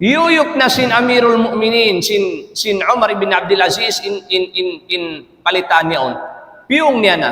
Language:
Tausug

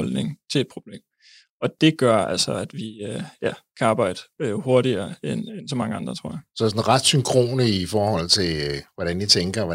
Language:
Danish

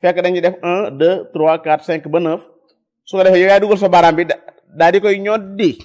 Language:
Wolof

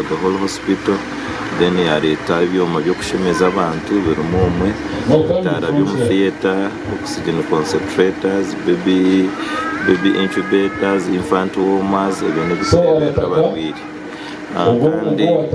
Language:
Nyankole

